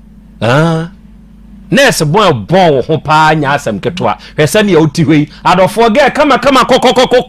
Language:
Akan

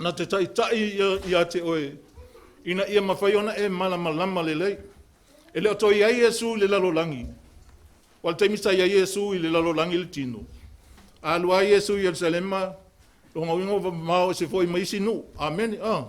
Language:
Samoan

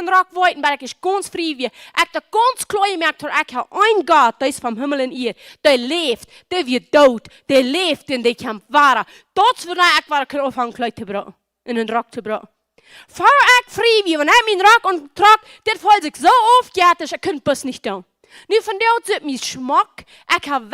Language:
Plautdietsch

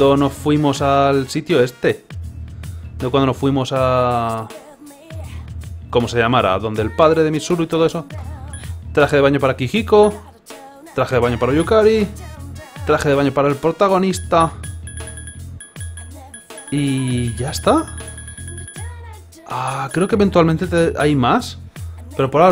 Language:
Spanish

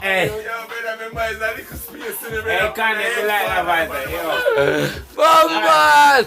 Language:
Jamaican Creole English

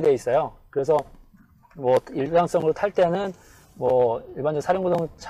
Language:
Korean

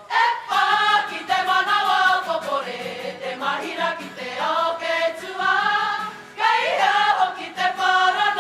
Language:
Māori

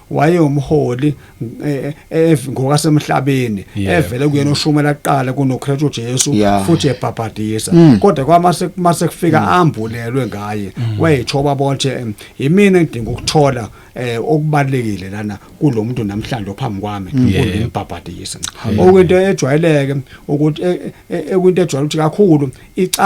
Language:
Zulu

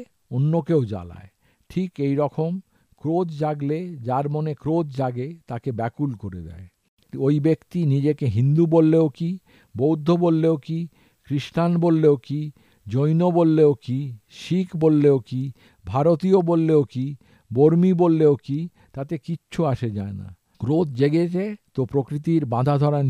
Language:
Bangla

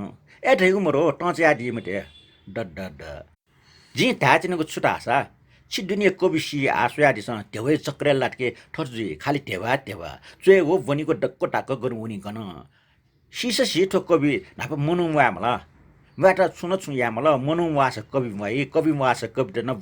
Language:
Newari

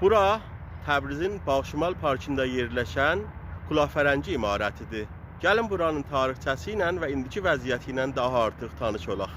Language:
Azerbaijani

